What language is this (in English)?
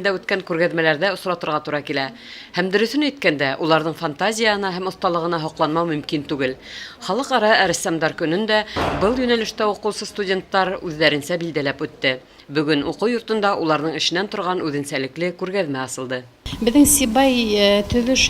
Bashkir